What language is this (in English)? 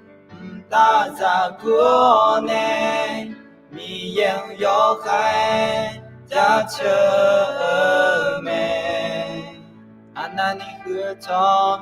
Akha